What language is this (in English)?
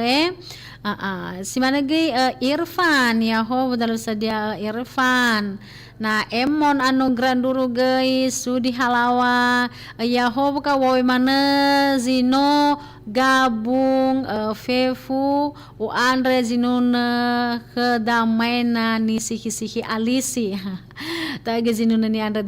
Nias